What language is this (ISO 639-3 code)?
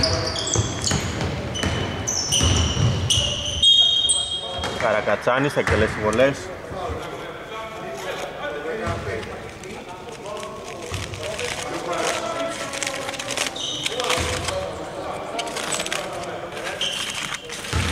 ell